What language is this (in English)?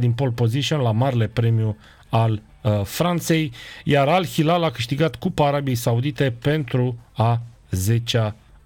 Romanian